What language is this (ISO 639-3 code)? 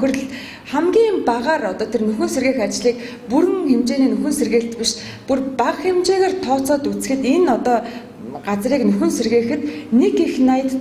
mon